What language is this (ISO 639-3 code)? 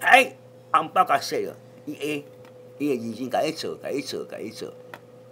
nan